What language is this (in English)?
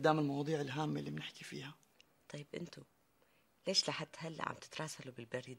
North Levantine Arabic